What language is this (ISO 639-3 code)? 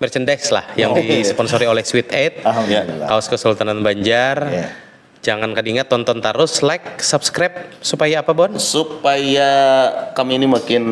bjn